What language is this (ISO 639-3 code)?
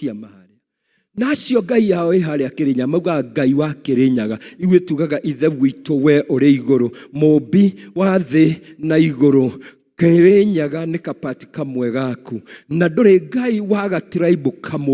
kik